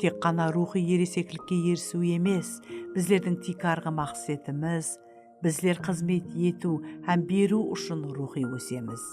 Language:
Kara-Kalpak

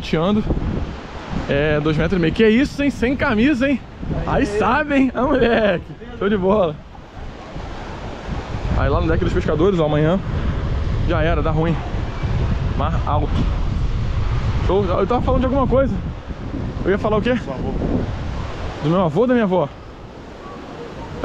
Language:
Portuguese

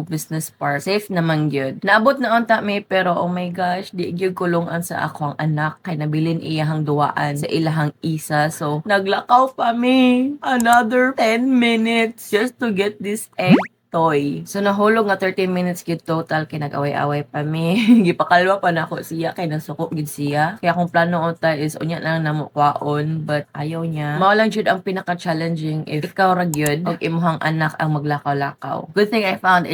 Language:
Cebuano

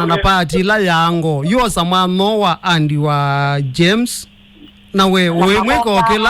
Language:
Kamba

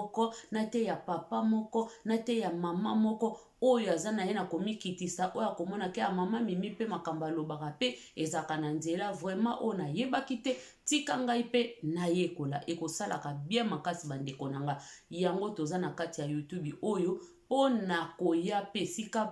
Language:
Lingala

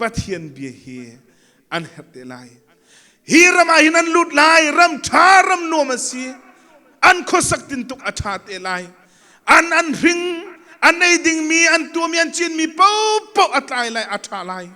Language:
Hakha Chin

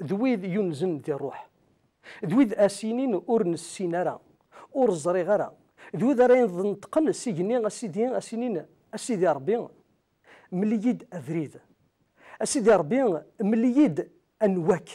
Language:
Kabyle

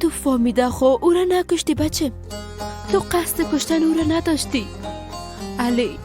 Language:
Persian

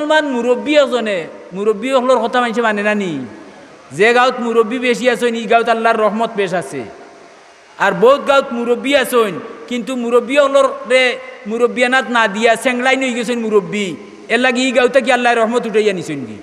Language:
Sylheti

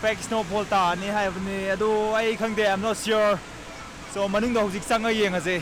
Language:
Manipuri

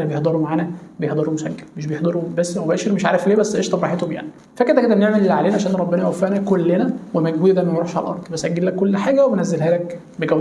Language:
Egyptian Arabic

